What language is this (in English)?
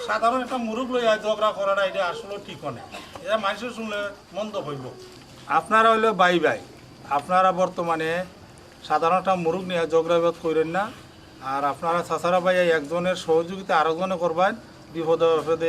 Sylheti